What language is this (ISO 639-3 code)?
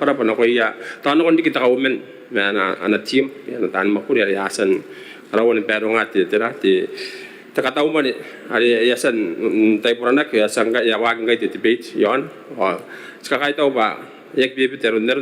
gil